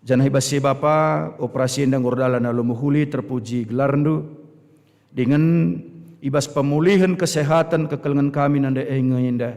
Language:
Batak Karo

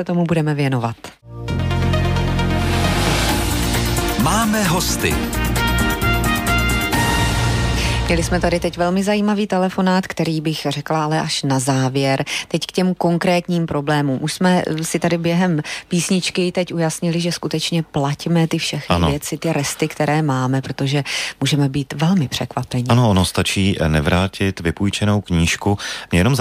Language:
Czech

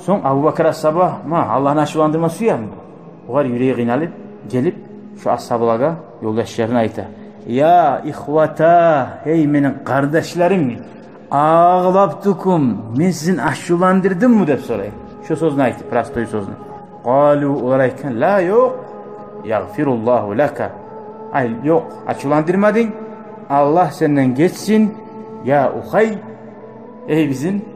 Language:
Kumyk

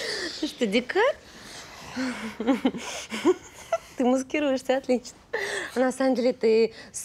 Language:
Russian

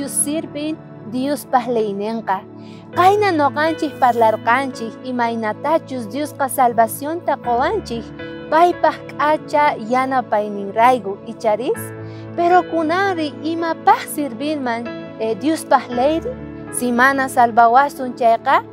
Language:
South Bolivian Quechua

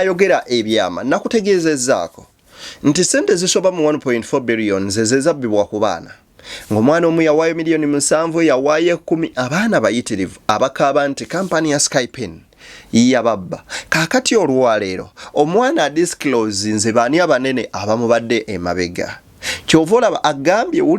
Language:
Ganda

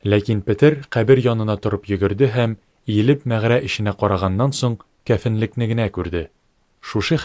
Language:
Tatar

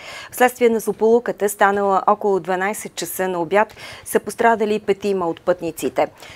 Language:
Bulgarian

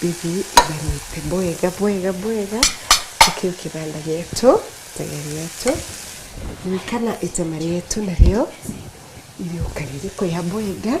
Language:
Meru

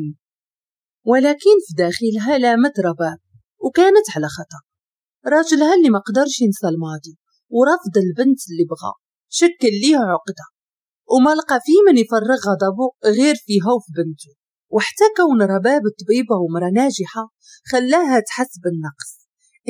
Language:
Moroccan Arabic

